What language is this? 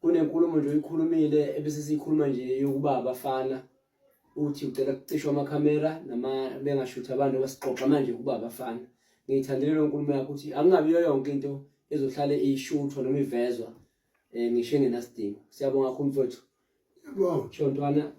Zulu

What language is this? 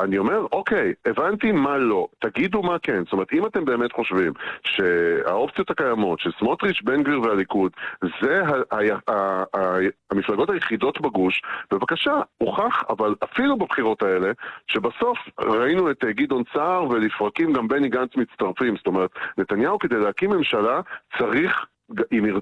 Hebrew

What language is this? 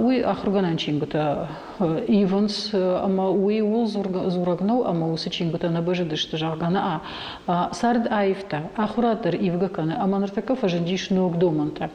Ossetic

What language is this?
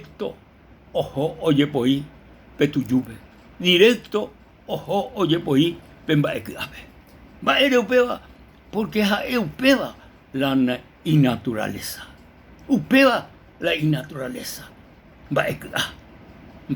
Guarani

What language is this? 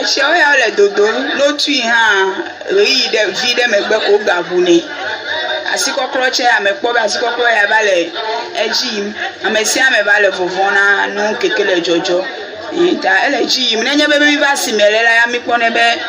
Ewe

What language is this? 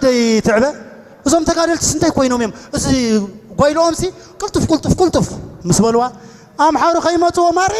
Tigrinya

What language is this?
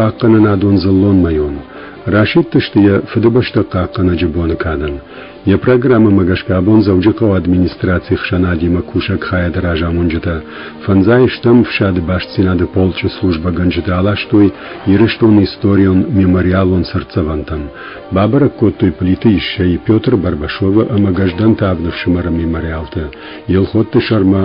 Ossetic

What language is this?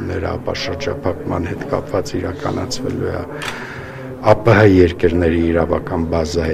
Armenian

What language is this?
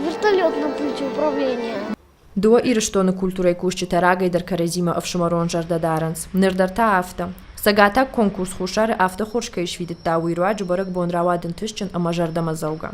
Ossetic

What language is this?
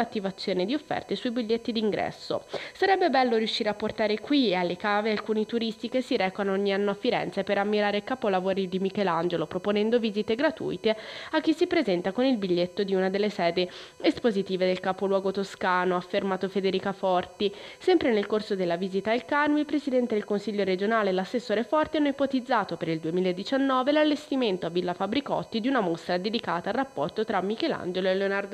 Italian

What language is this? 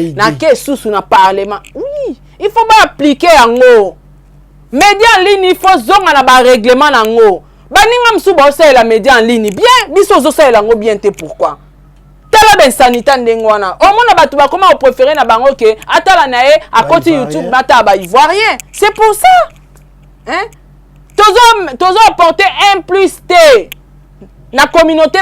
Lingala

